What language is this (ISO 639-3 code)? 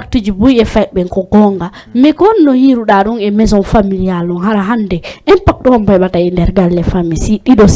ful